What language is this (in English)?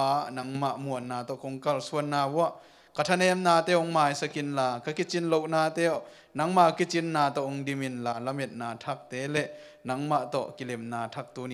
Tedim Chin